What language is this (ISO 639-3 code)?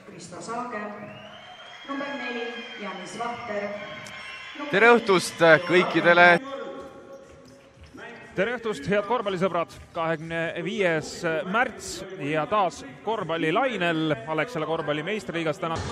est